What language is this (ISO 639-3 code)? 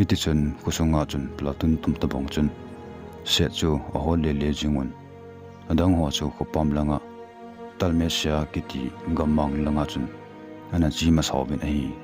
tcz